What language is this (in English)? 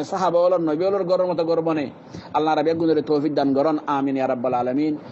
Rohingya